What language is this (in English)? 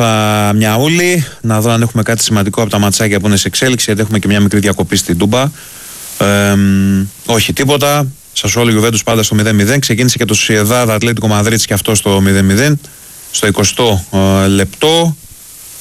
Greek